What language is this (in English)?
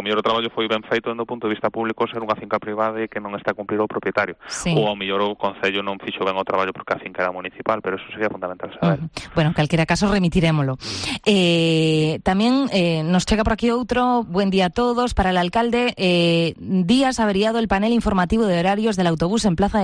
Galician